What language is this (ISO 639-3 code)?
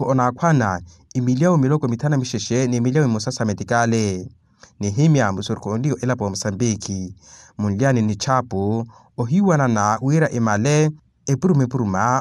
vmw